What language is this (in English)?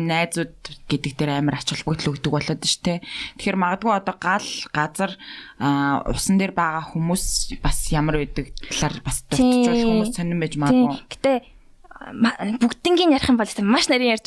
Mongolian